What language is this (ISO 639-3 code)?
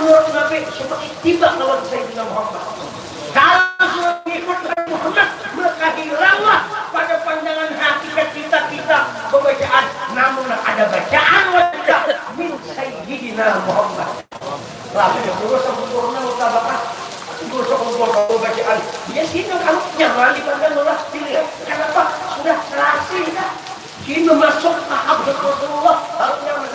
bjn